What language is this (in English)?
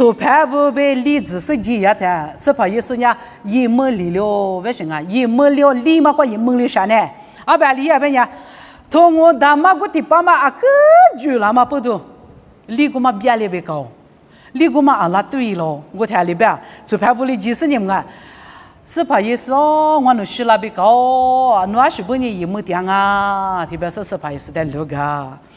Lisu